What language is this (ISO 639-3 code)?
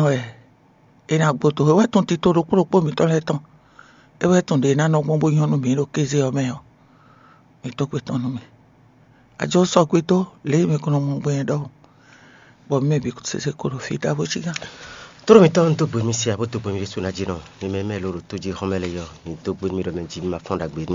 fon